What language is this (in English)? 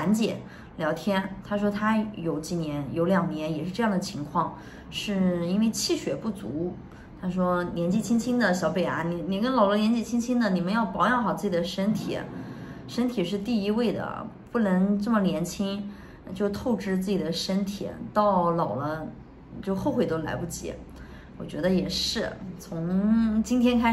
Chinese